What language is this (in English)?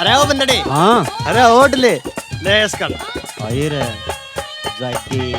Haryanvi